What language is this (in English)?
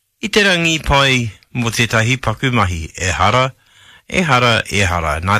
Māori